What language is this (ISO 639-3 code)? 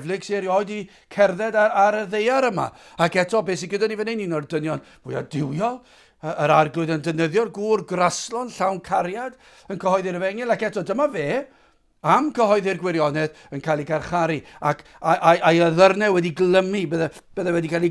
cym